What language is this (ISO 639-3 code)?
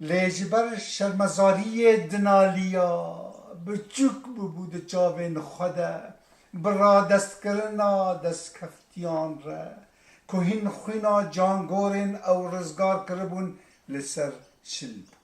kur